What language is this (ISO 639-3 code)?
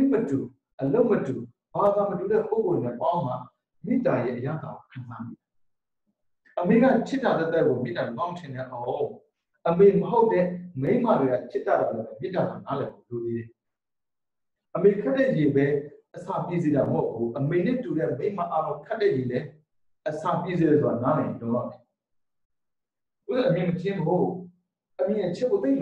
mya